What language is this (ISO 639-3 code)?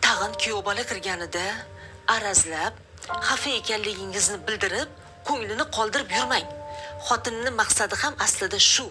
uzb